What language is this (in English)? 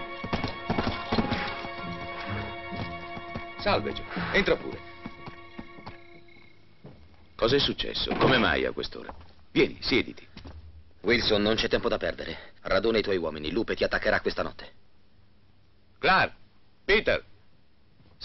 Italian